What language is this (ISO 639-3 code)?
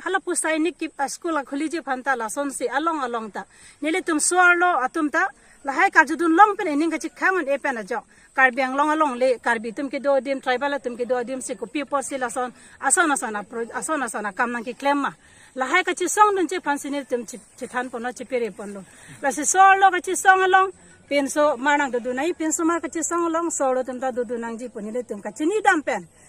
mjw